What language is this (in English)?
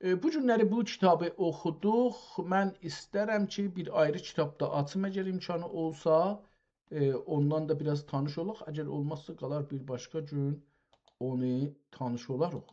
South Azerbaijani